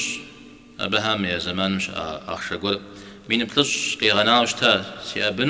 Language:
Kabardian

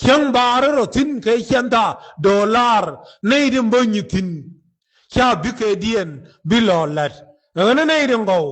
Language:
Nuer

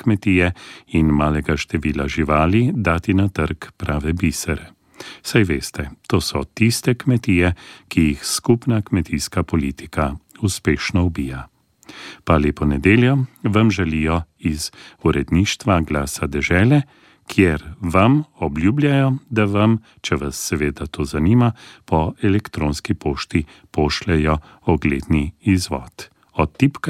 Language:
Slovenian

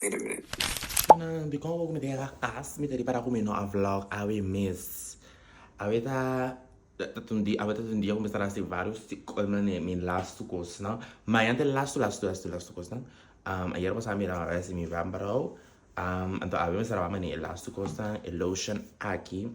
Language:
Papiamento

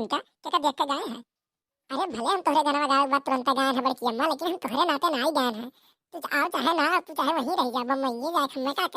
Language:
Awadhi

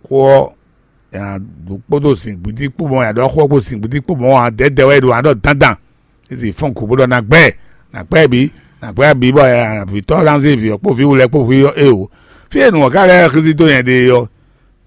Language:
Fon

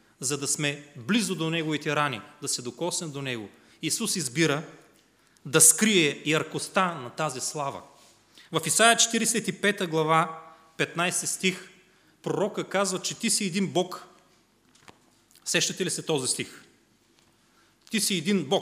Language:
Bulgarian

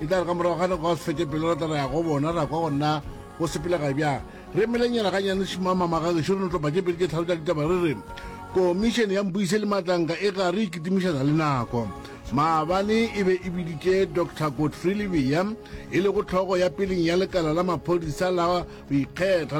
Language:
Northern Sotho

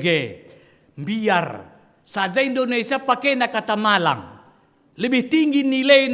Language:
Batak Karo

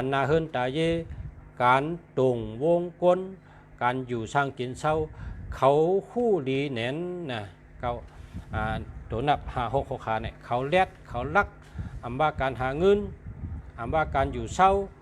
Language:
Shan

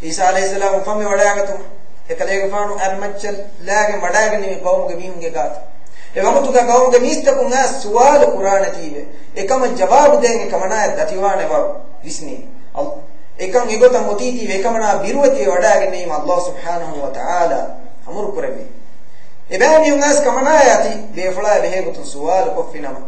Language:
Divehi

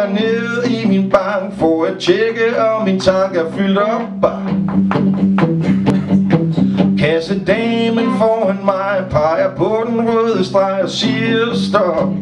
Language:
Danish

